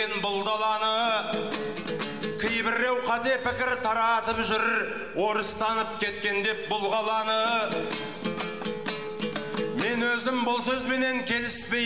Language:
Kazakh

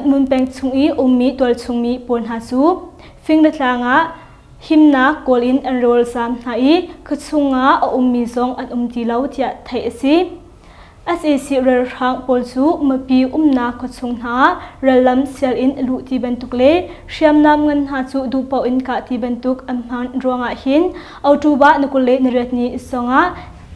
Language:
Hakha Chin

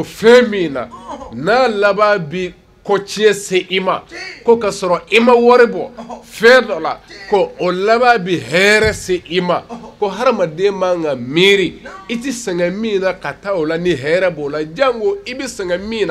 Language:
Bambara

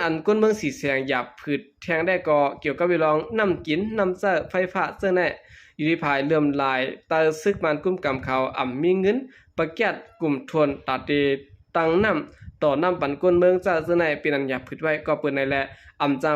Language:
Shan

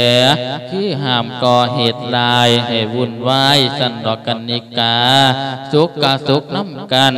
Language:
Lao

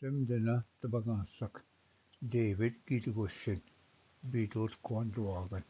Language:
Ojibwa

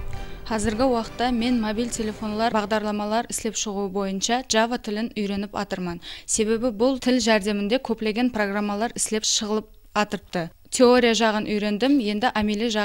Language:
Kara-Kalpak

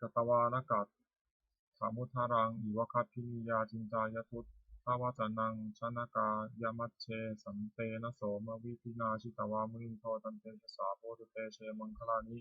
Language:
Pali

